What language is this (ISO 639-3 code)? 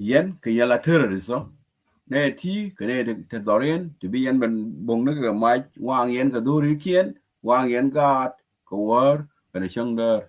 nus